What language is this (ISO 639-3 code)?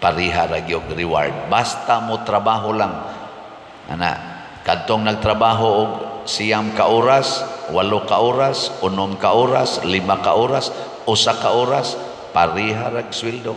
ceb